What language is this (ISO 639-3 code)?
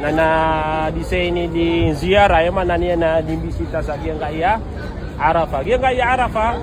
mrw